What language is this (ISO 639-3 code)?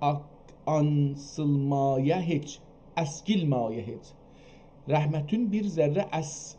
azb